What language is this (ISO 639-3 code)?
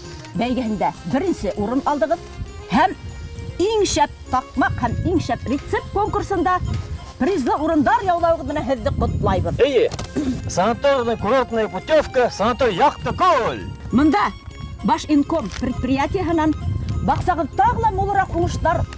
bak